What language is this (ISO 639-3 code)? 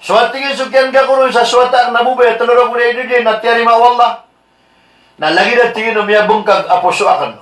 mrw